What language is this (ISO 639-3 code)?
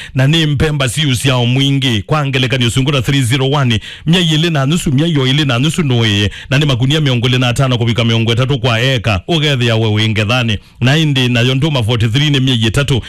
kam